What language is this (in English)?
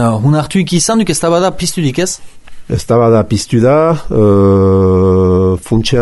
Basque